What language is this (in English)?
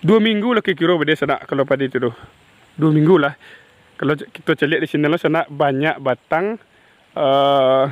Minangkabau